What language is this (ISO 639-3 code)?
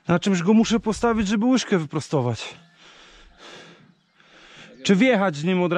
pol